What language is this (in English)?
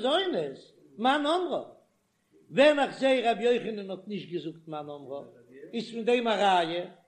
Yiddish